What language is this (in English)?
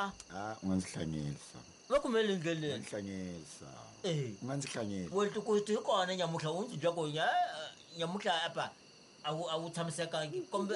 Tsonga